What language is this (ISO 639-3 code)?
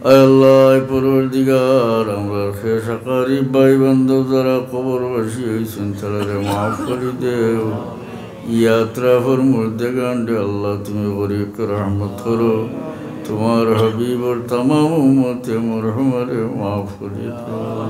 syl